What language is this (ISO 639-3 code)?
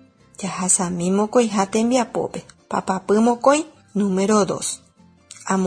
grn